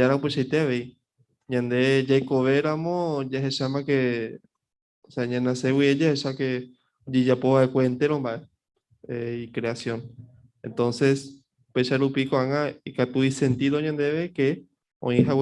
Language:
Guarani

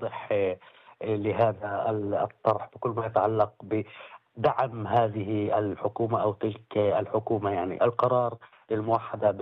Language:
North Levantine Arabic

